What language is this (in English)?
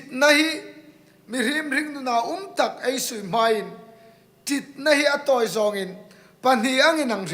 Hmar